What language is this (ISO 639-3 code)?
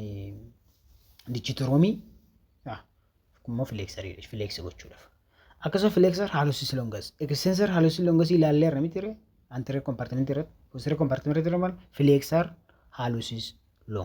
orm